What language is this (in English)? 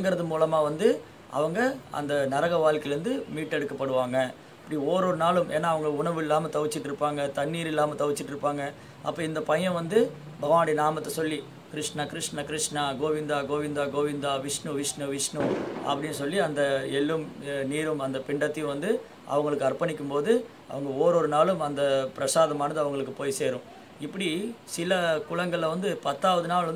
Tamil